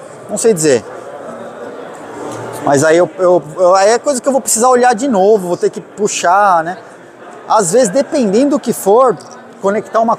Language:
Portuguese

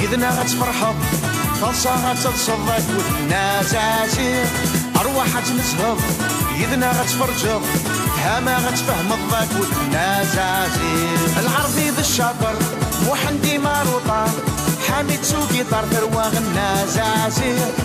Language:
Kabyle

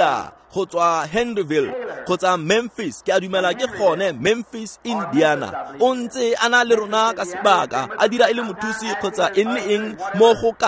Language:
Tswana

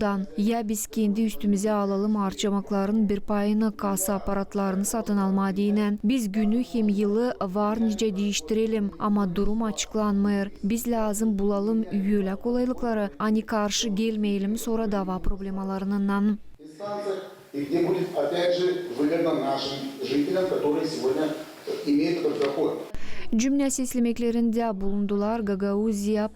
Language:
Gagauz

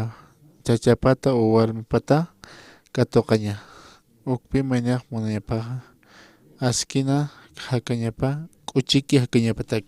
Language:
Aymara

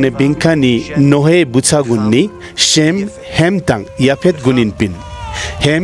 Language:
Ladakhi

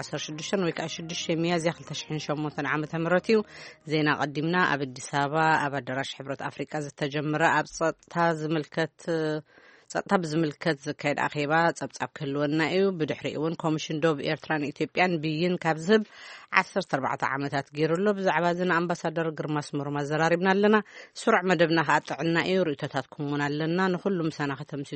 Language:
Tigrinya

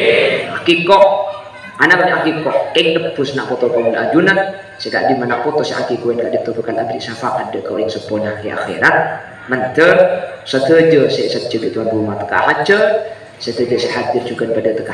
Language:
Madurese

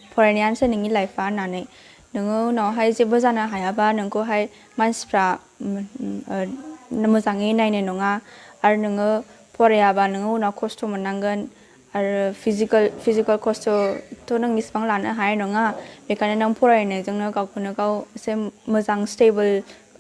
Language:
Bodo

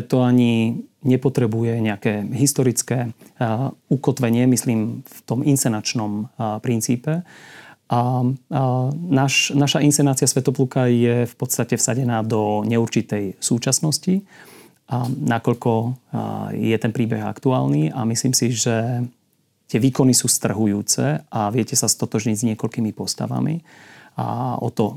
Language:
Slovak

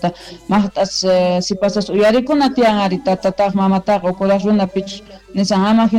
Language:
Quechua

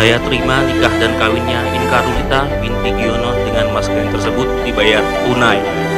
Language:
Indonesian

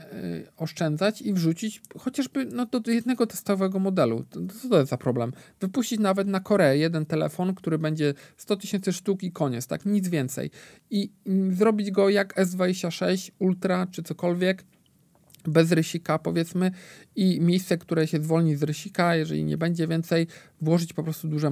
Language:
Polish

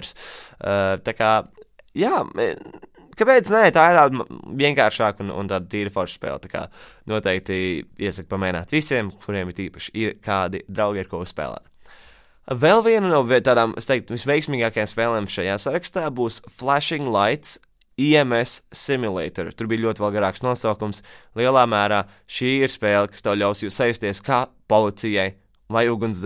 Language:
Latvian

